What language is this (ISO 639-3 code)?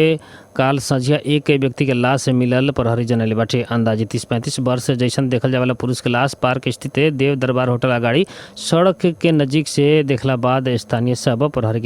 bho